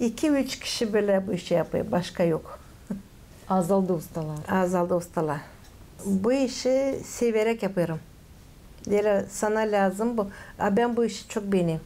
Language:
Gagauz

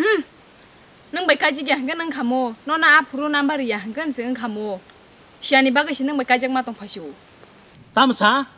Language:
Kok Borok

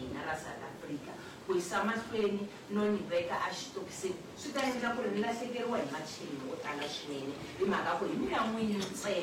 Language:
Tsonga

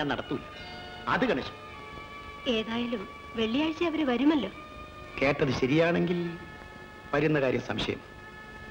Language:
Malayalam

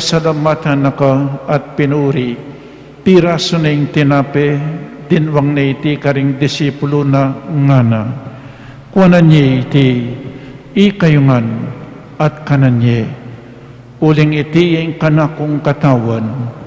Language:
Pampanga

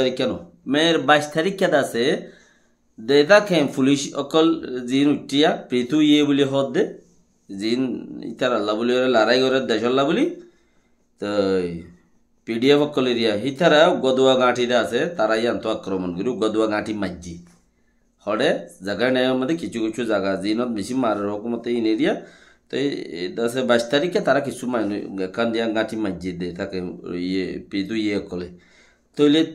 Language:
Rohingya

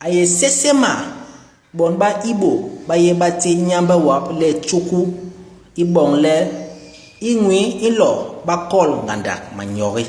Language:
Basaa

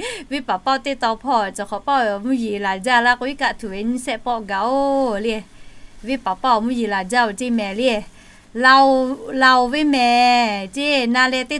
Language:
Lahu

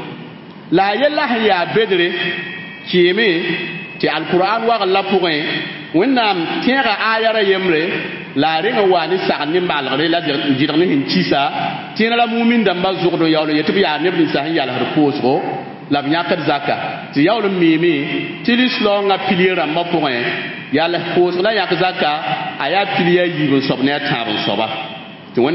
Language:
Mossi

